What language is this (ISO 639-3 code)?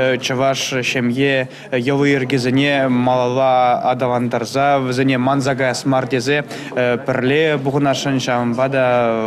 chv